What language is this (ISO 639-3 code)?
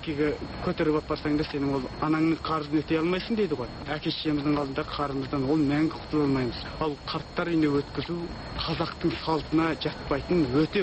kaz